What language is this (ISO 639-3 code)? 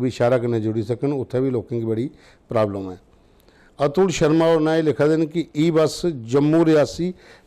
doi